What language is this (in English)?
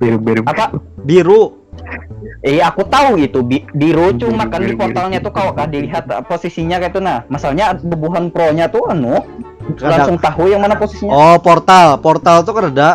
Banjar